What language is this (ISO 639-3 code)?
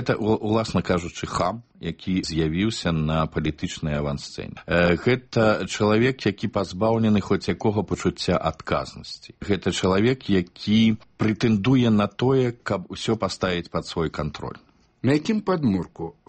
bel